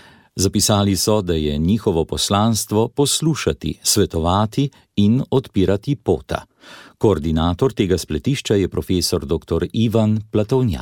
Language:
Slovenian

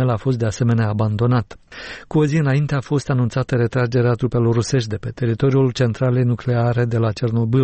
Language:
Romanian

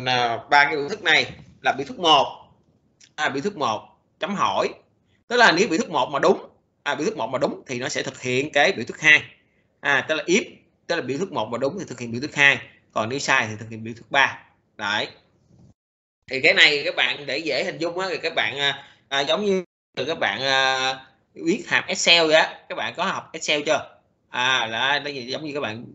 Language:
Vietnamese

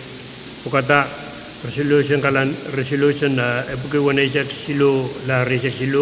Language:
Pohnpeian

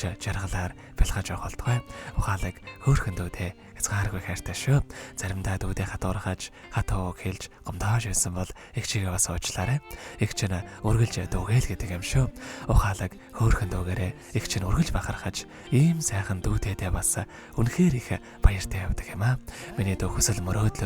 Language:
Mongolian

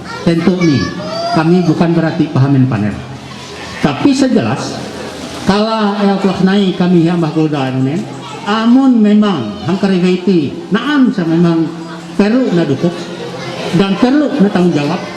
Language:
Ma'anyan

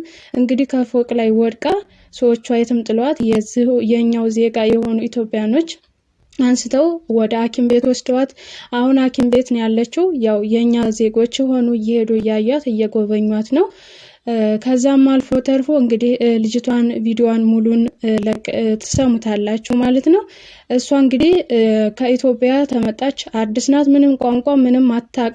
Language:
Amharic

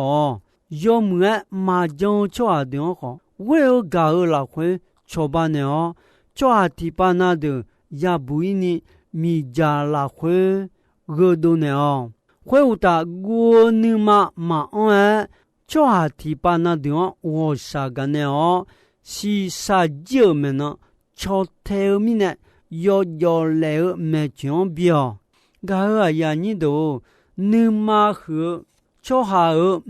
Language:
Akha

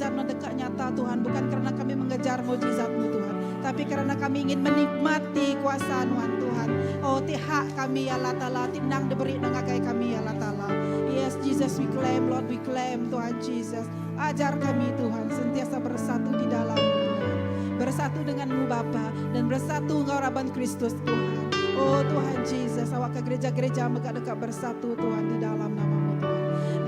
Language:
Iban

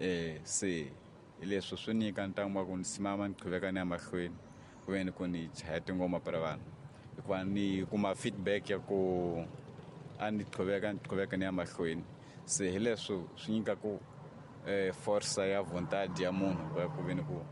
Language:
Tsonga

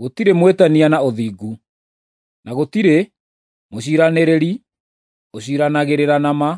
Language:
Kikuyu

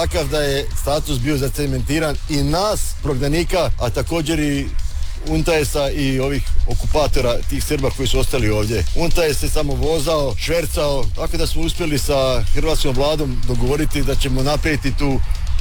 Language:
Croatian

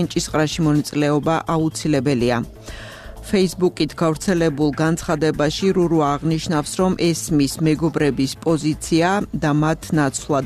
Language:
Georgian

